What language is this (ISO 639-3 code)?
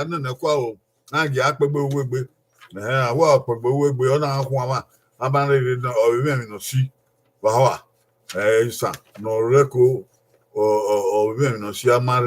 bin